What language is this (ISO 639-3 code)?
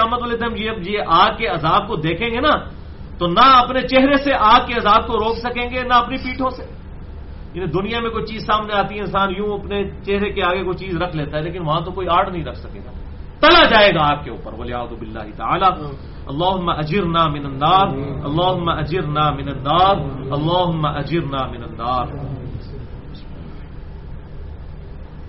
urd